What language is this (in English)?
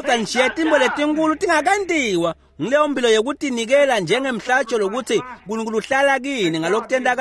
Swati